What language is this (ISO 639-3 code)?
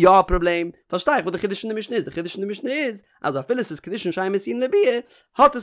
yid